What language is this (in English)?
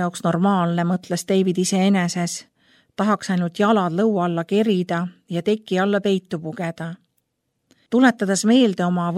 Estonian